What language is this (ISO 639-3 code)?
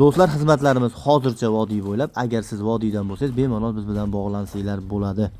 uzb